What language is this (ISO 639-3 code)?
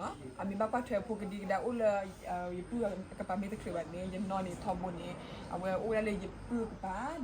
ksw